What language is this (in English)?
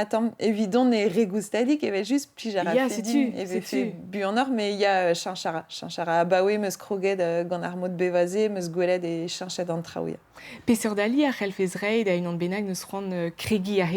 Breton